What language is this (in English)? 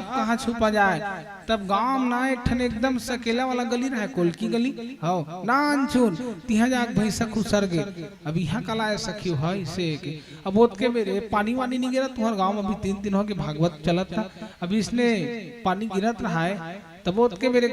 Chhattisgarhi